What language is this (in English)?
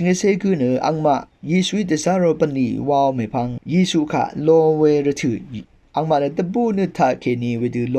Rawang